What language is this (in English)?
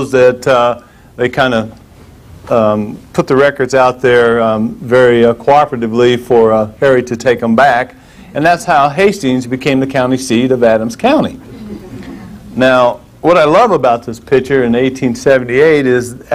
English